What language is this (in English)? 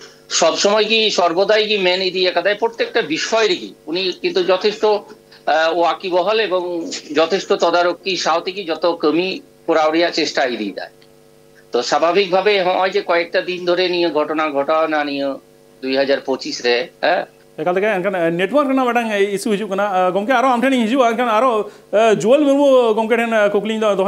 Santali